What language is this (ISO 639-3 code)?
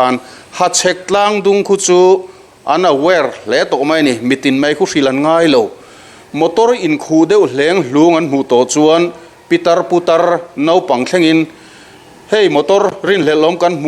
lus